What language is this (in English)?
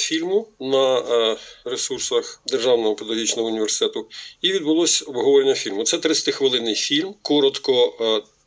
Ukrainian